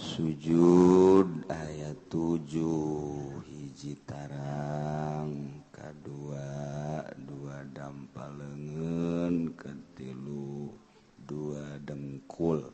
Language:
Sundanese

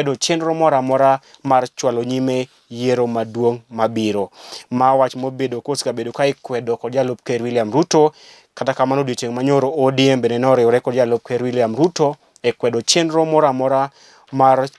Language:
Luo (Kenya and Tanzania)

